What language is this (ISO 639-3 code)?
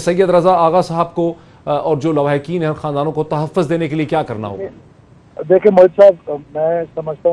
urd